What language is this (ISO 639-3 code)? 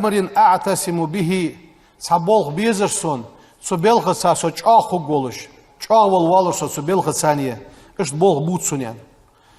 inh